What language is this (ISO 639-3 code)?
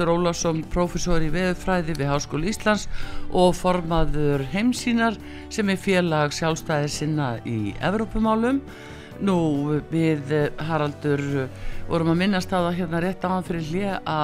isl